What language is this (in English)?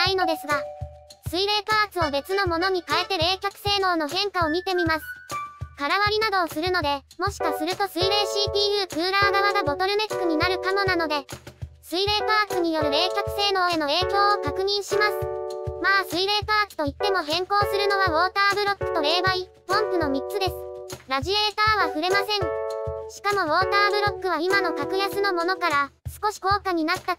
Japanese